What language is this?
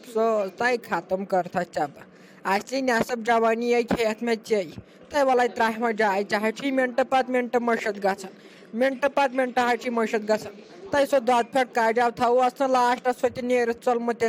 Kashmiri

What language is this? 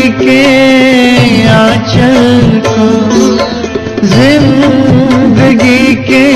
Hindi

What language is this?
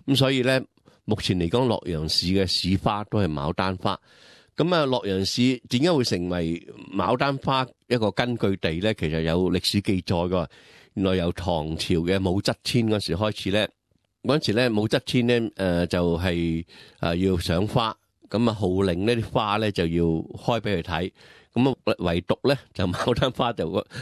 Cantonese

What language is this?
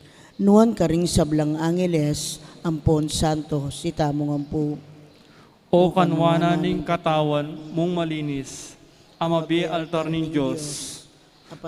Pampanga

